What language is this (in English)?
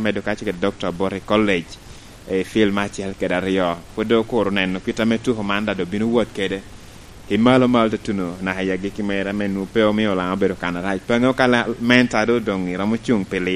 Lango (Uganda)